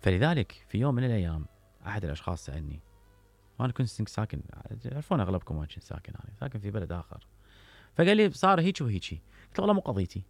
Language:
Mesopotamian Arabic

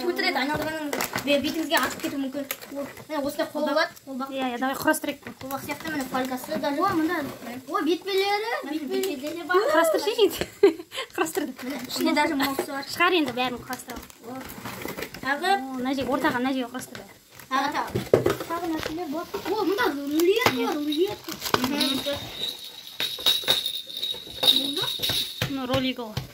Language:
Kazakh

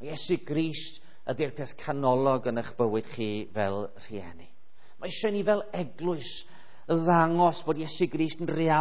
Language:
Welsh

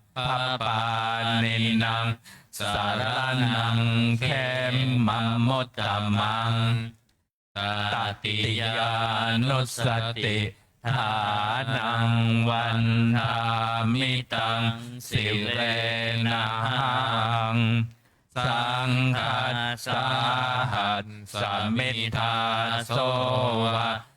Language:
Pali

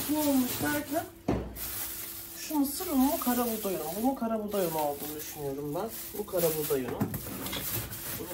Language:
Turkish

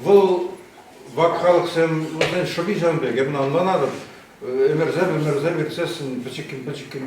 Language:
Chuvash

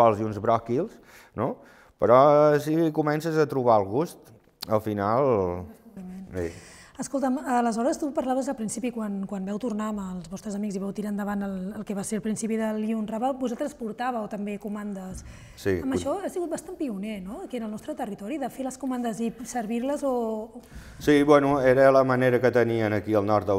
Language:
Catalan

